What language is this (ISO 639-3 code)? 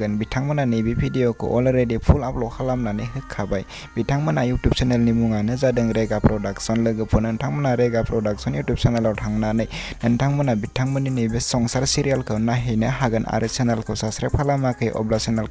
brx